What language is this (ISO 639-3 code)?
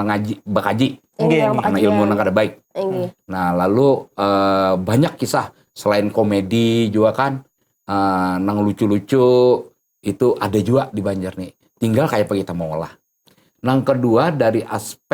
bjn